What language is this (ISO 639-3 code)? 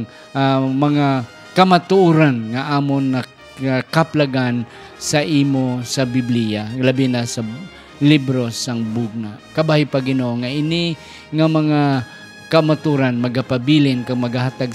hil